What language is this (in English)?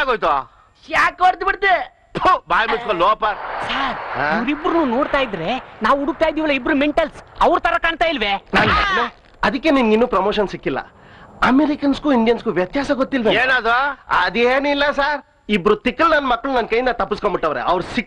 Kannada